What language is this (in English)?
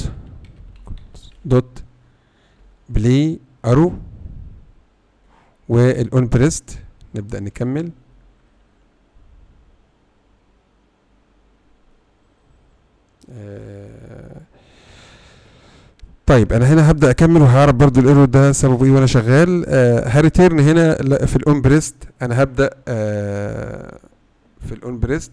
Egyptian Arabic